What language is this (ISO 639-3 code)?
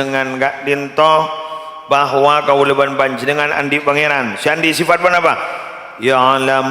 mad